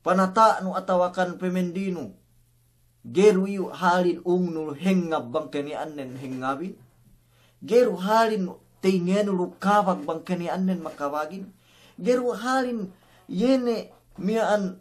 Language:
Yakan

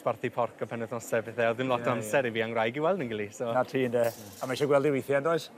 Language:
Welsh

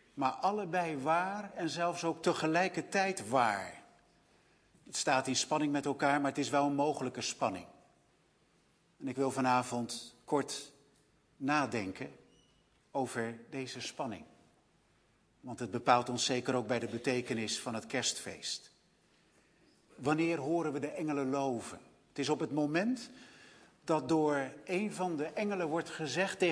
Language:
Dutch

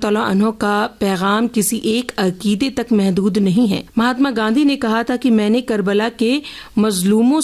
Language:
Urdu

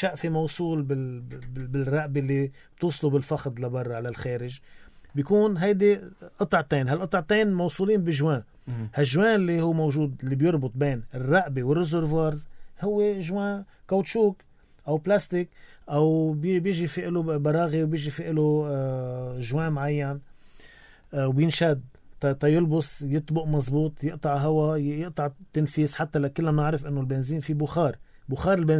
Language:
North Levantine Arabic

